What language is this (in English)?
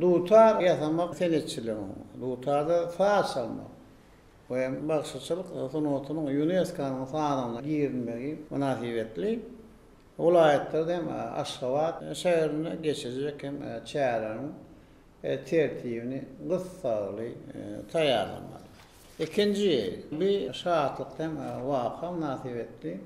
Turkmen